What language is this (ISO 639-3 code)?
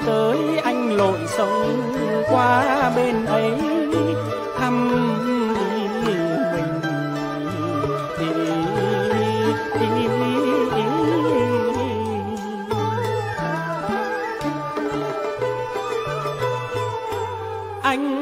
vie